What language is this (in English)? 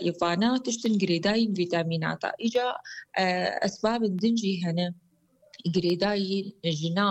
Kurdish